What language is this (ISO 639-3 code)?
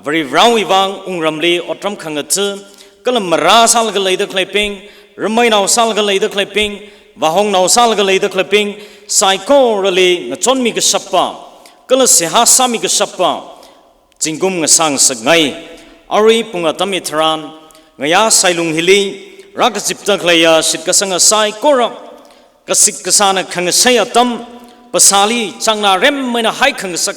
nmf